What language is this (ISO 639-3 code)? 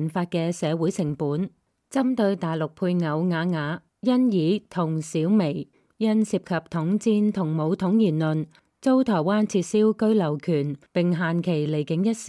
yue